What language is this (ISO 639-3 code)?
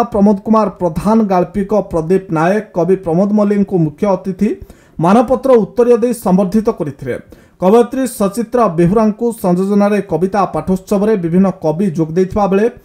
ori